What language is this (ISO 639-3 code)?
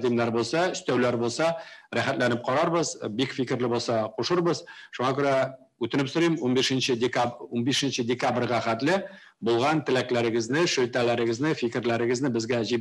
tat